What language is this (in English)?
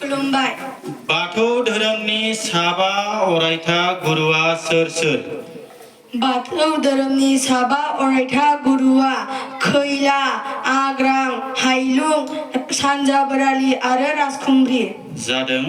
Bodo